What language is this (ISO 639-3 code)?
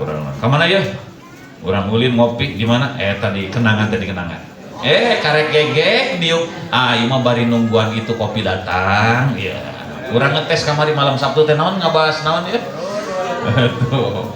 sun